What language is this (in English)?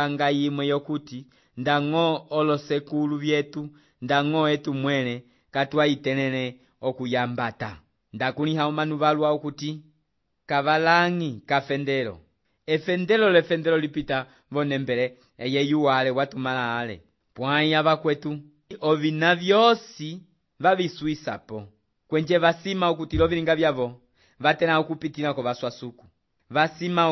Umbundu